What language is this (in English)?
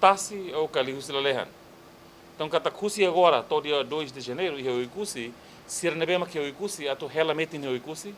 Tetum